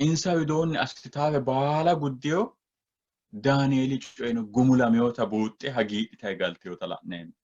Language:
Sidamo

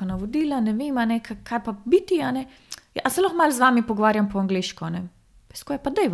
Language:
Slovenian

